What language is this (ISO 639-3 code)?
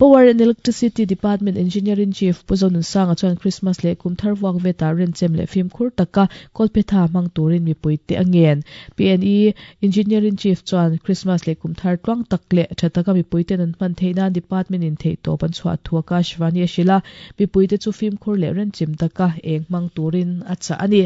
lus